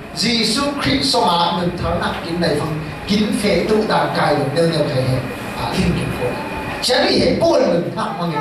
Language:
Falam Chin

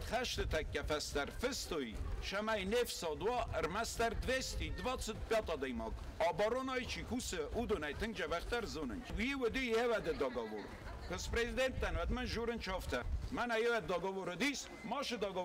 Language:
Ossetic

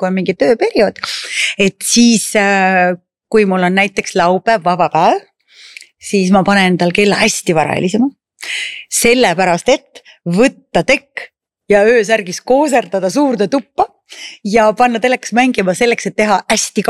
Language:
Estonian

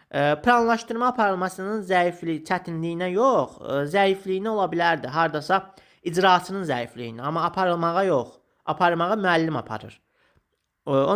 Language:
Azerbaijani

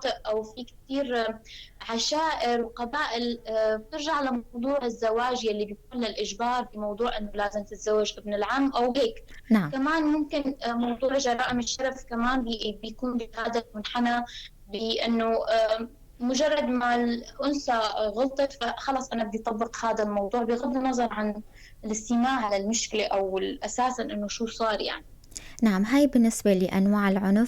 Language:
North Levantine Arabic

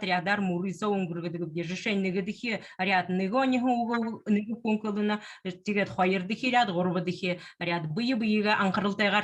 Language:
Buriat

